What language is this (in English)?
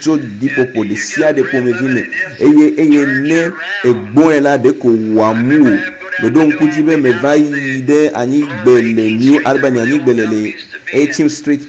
Ewe